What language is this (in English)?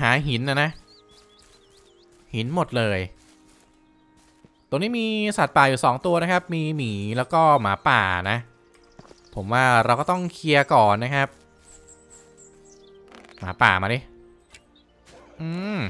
Thai